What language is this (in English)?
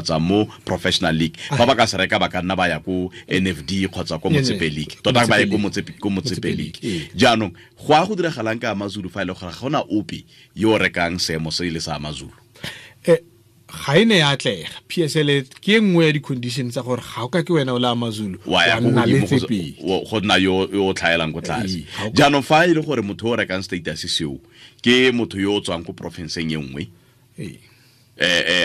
Tswana